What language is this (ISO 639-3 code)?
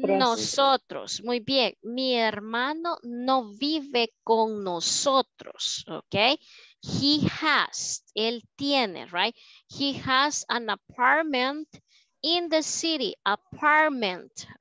spa